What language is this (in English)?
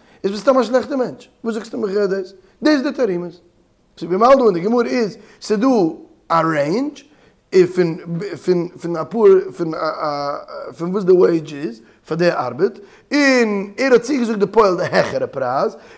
Yiddish